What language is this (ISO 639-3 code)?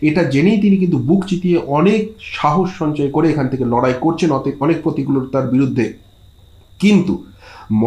ben